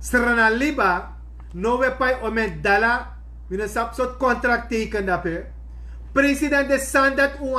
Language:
Sranan Tongo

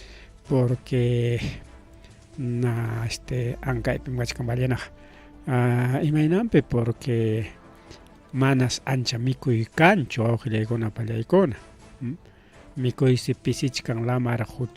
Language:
Ayacucho Quechua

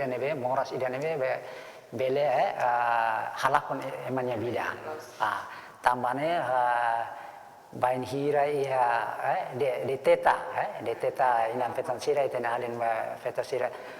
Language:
Tetum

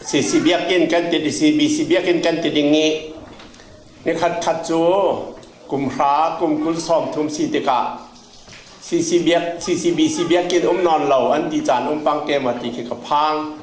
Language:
Falam Chin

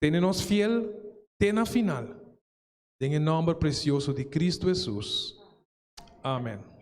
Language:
Papiamento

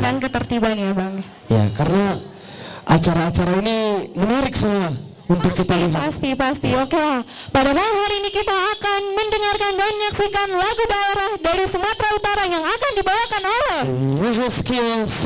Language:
Indonesian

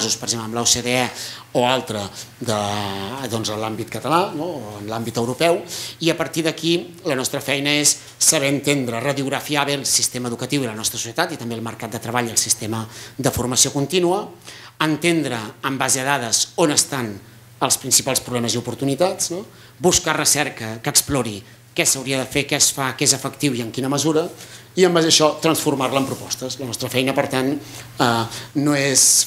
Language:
Catalan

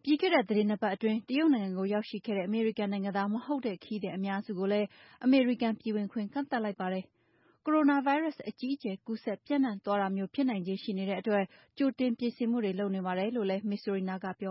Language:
Burmese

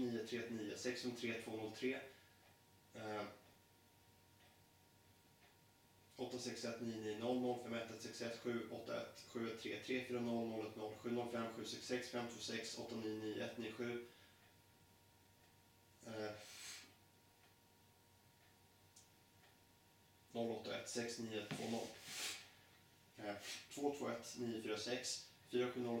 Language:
Swedish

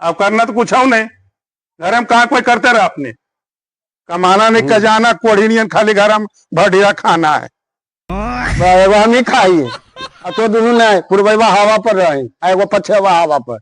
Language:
Magahi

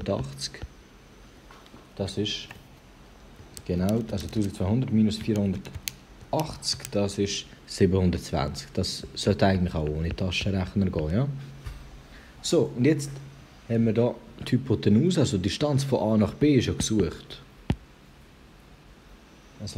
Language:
German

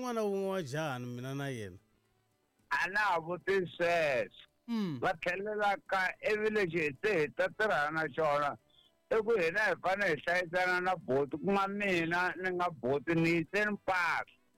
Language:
Tsonga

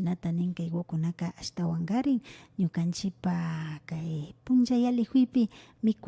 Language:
Imbabura Highland Quichua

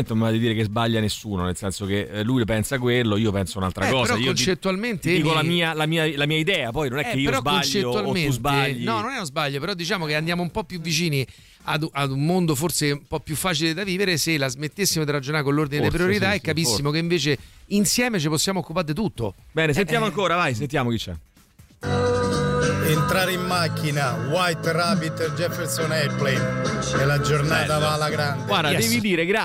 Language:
Italian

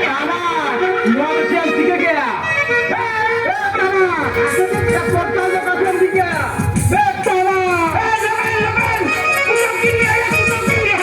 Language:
Santali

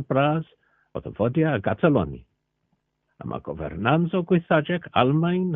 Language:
Cornish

